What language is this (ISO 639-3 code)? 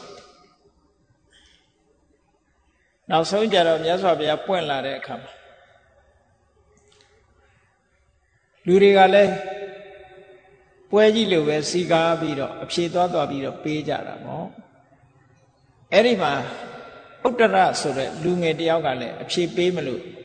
mya